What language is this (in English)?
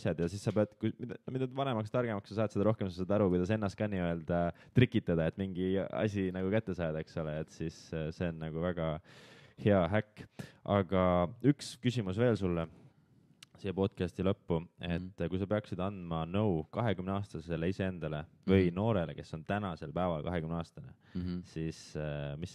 Estonian